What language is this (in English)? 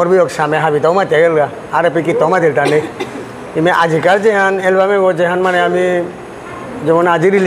Bishnupriya